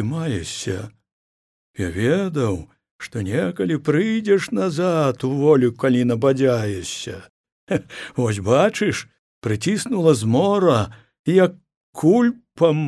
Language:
Belarusian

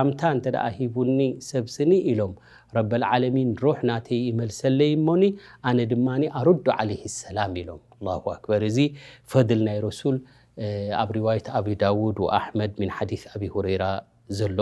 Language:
Tigrinya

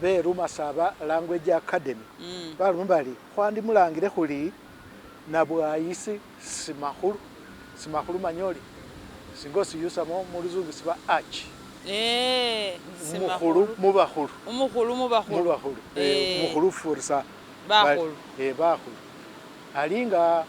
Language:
Masaaba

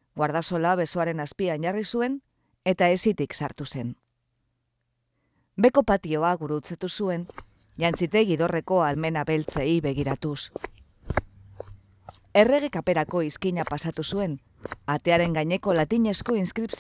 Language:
Basque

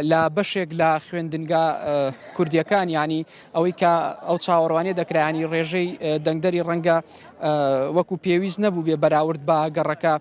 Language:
Central Kurdish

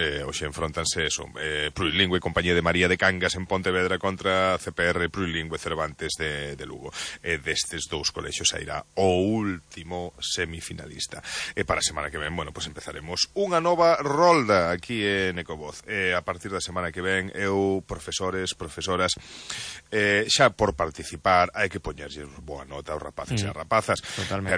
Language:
Galician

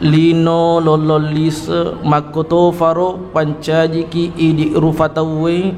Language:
Buginese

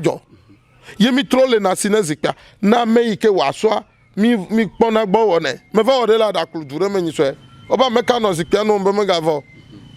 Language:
Ewe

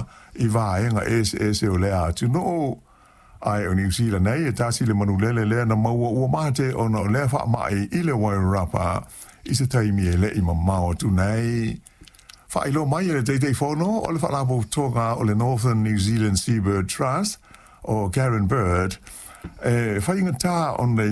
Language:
Samoan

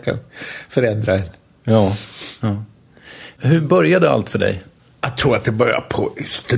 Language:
Swedish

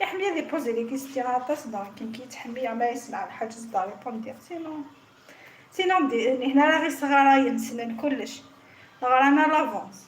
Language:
Kabyle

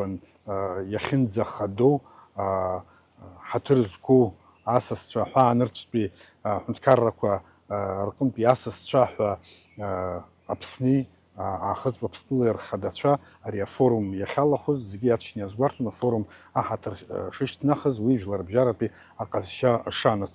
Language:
Abkhazian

